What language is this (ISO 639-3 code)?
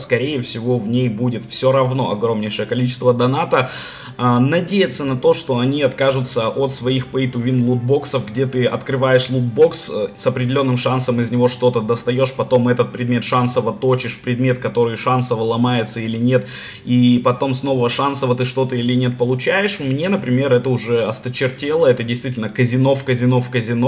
rus